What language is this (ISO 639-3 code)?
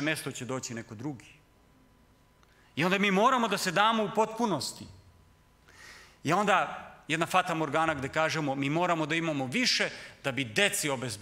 srp